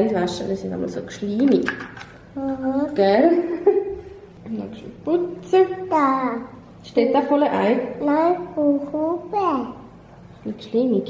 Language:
Swiss German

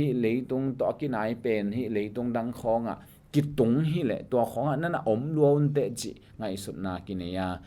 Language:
Tedim Chin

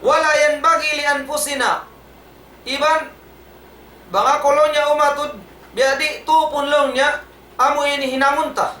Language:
Tausug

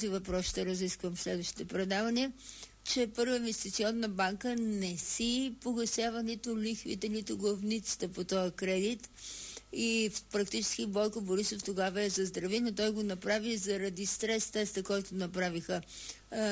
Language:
Bulgarian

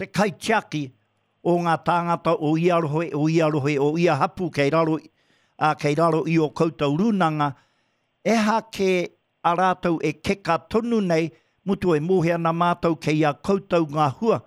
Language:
Māori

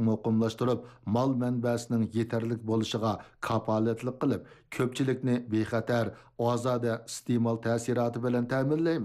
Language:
Uyghur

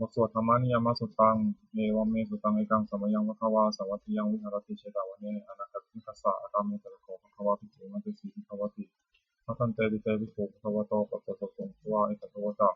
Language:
Pali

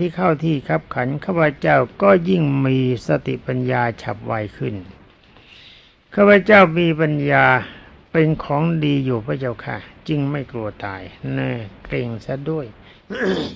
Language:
Thai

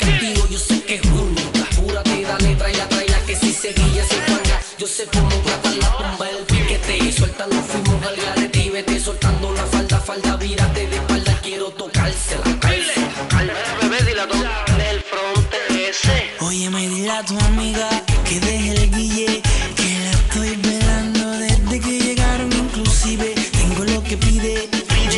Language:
Spanish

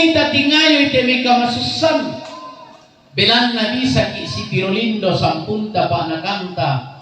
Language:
Toraja-Sa'dan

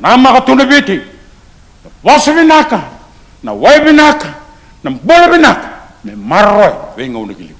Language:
Fijian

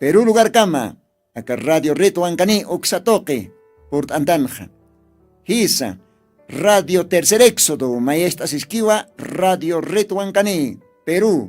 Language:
Aymara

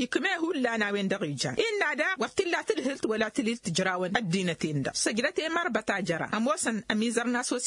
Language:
Tamasheq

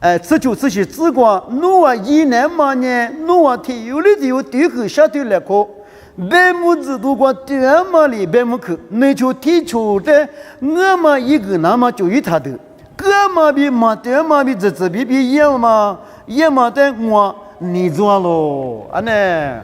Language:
Lisu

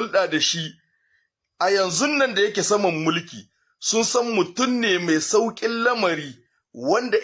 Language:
Hausa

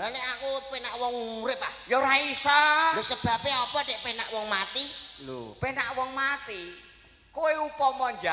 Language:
Javanese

